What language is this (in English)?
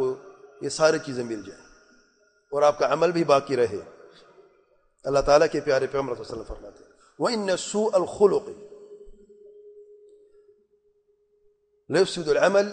Urdu